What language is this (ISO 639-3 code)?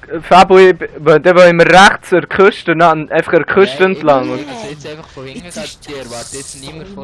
gsw